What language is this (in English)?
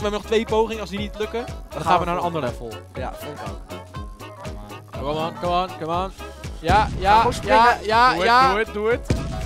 Dutch